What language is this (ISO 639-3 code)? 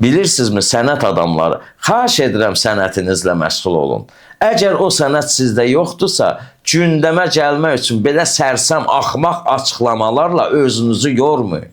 aze